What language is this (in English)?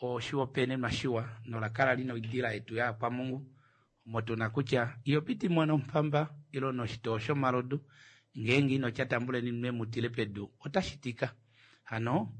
Kuanyama